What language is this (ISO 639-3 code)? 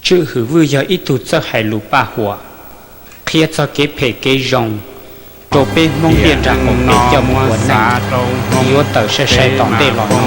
hmn